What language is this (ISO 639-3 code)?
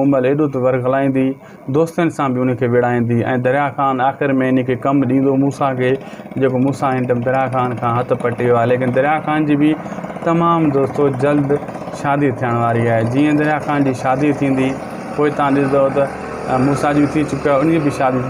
snd